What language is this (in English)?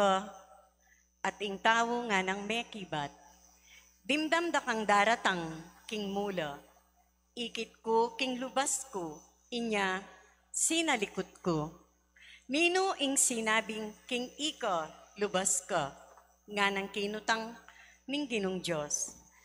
Pampanga